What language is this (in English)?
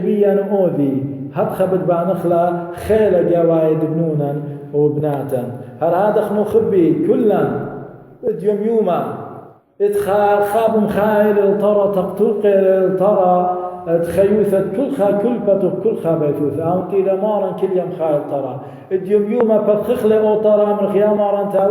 Assyrian Neo-Aramaic